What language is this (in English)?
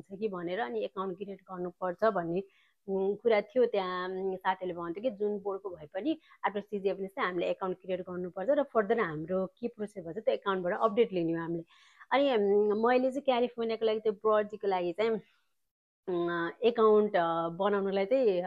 Nepali